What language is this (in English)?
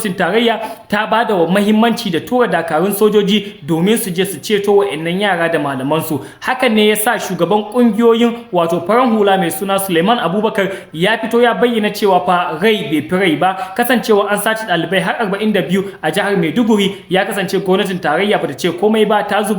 Hausa